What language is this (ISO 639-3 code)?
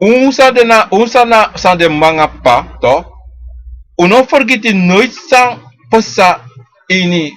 srn